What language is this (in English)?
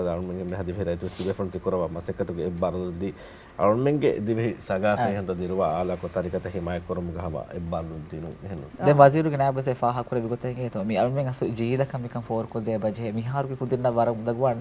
Divehi